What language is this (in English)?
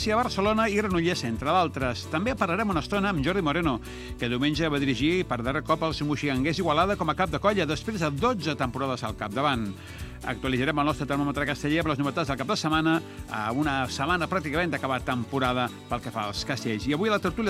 Catalan